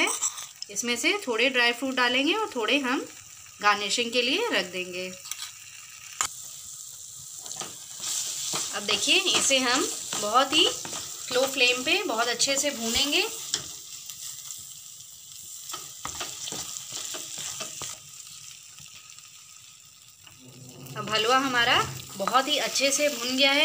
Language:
Hindi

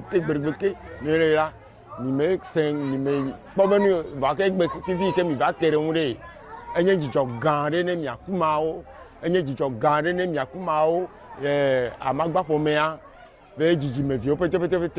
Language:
Ewe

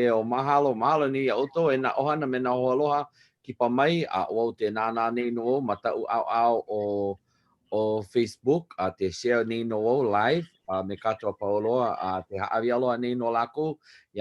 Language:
Hawaiian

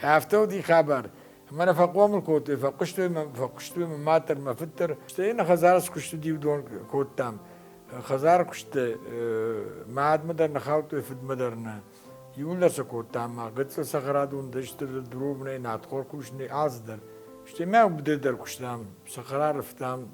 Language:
Ossetic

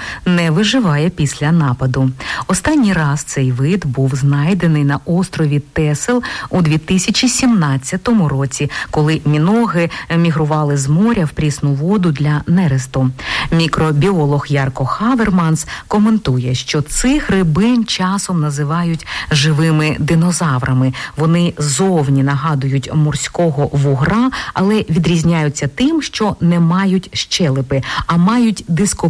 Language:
Ukrainian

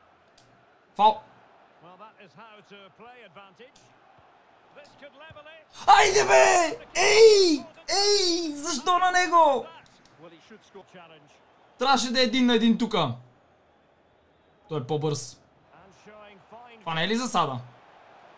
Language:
Bulgarian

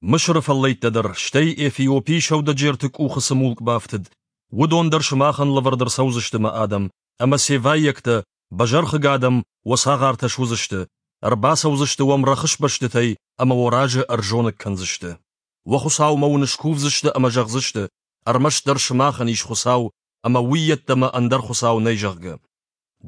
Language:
Ossetic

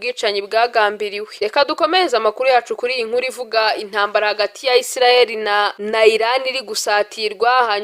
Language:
Kinyarwanda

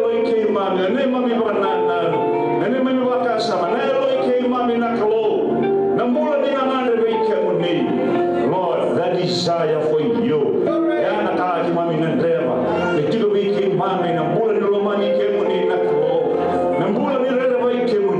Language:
Fijian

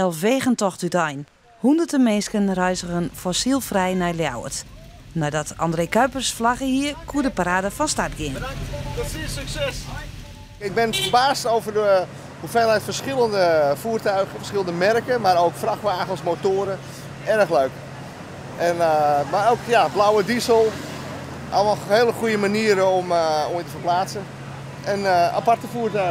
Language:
Western Frisian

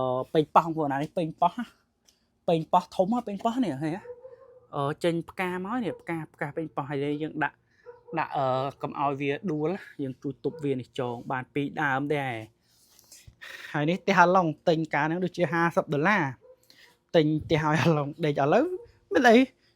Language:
Khmer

